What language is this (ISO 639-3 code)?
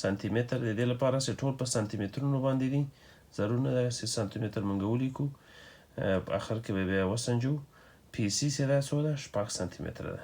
pus